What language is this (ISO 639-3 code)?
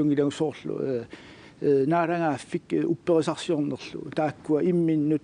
kal